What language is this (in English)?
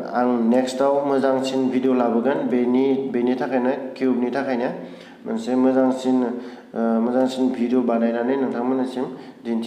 Bodo